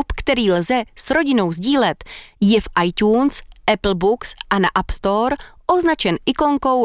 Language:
Czech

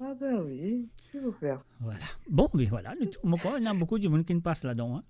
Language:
Morisyen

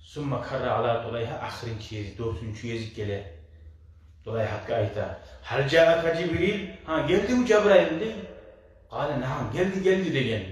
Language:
Kumyk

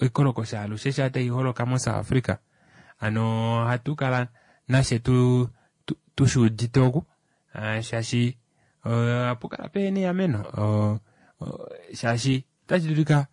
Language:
Kuanyama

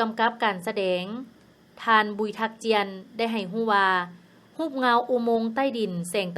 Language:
Lao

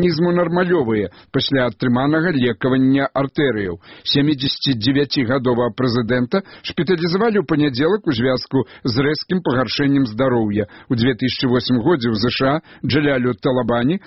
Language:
Belarusian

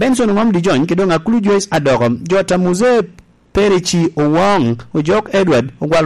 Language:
Lango (Uganda)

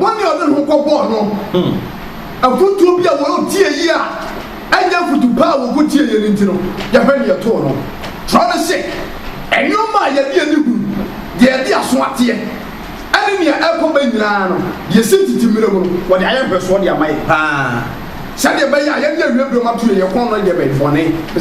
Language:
Akan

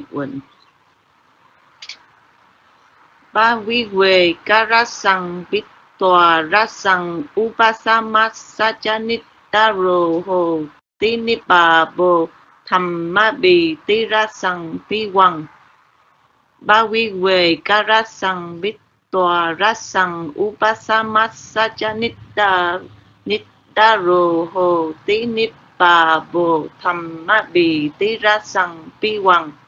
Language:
Vietnamese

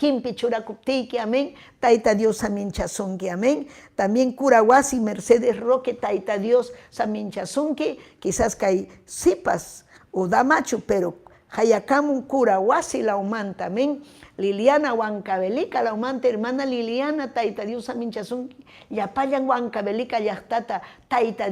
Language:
Ayacucho Quechua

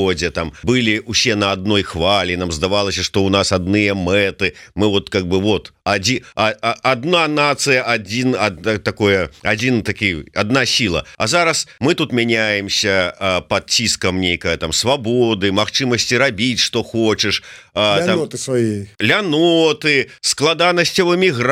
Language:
Belarusian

